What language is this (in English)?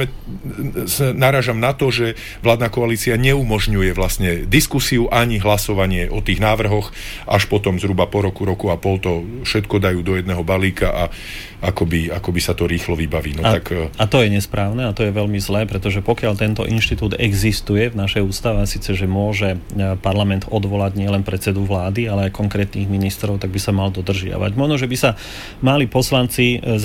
Slovak